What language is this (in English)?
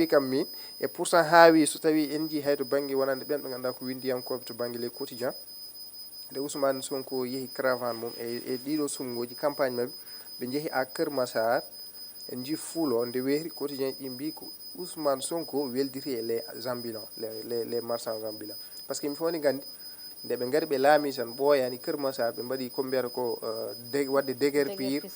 Fula